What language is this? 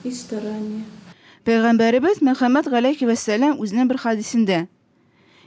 Tatar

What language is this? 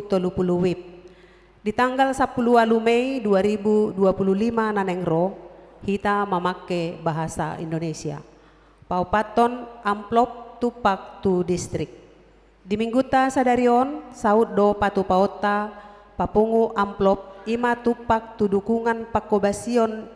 Batak Toba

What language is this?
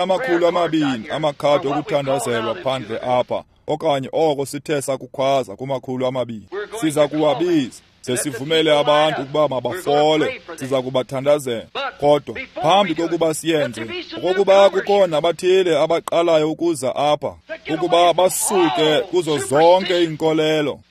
Xhosa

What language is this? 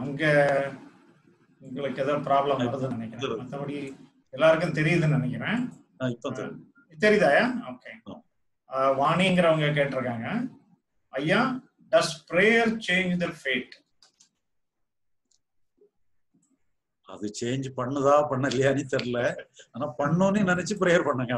Tamil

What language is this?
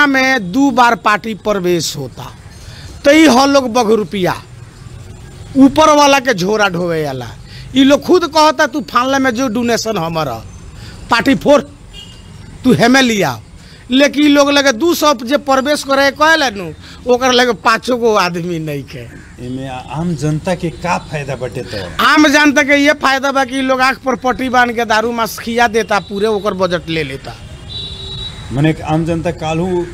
Bhojpuri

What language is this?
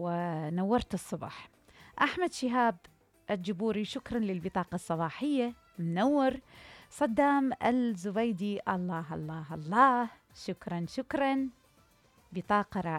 Mesopotamian Arabic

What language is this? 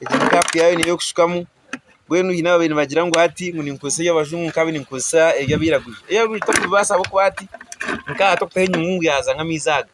Nyankole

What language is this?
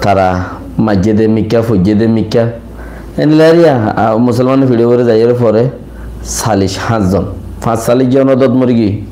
Rohingya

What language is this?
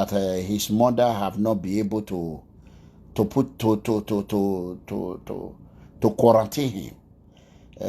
Nigerian Pidgin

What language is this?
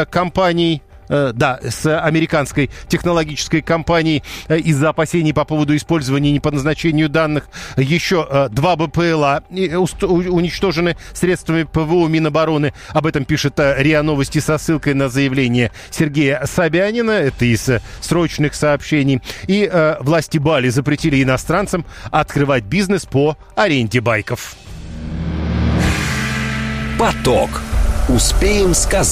Russian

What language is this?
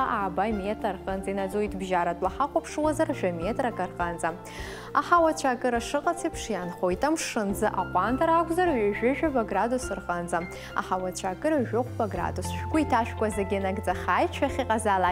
Abkhazian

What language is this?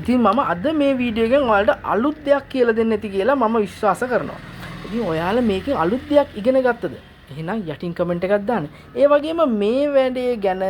Sinhala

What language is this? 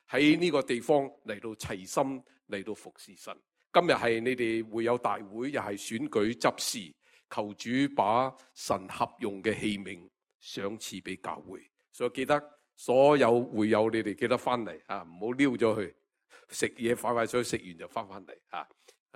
Cantonese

